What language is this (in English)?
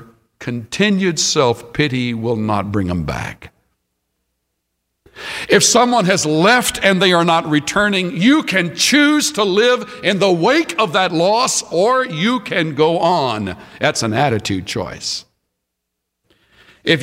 English